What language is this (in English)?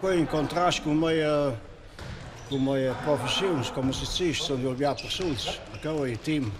Romansh